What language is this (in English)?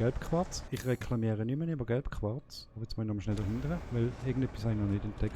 Swiss German